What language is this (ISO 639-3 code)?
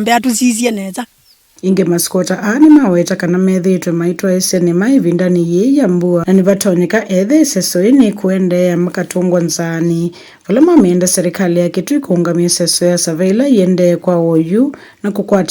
kam